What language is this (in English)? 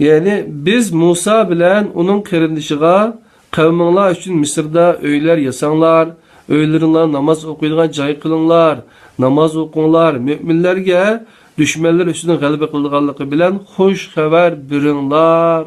Uyghur